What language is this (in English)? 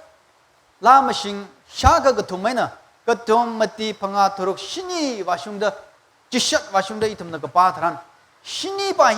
Tangkhul Naga (India)